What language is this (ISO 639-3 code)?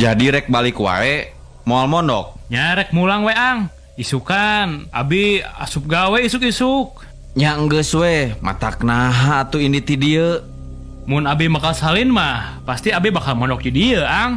sun